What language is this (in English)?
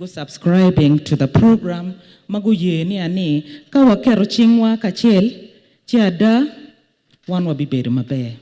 Acoli